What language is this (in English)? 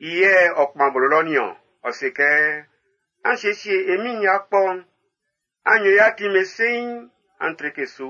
Baoulé